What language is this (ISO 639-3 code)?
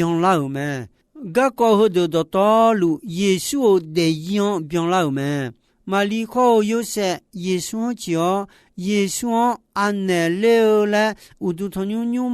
ahk